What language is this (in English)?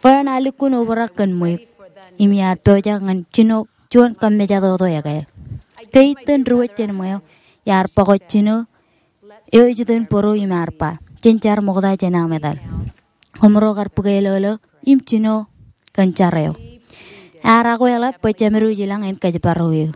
Marshallese